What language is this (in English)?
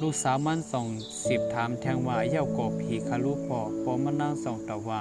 Shan